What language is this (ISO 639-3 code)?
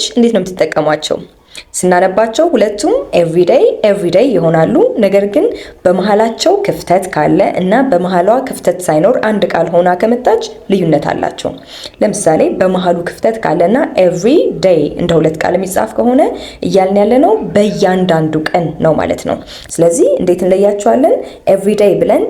amh